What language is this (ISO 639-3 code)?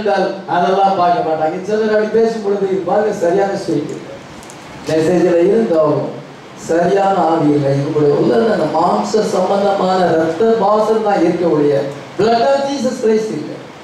tam